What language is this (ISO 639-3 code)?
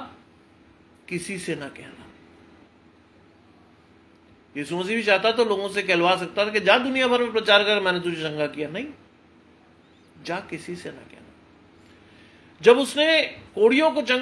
hin